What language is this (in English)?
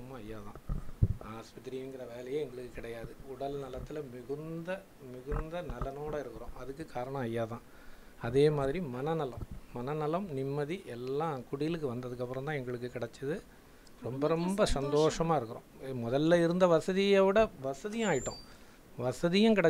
Tamil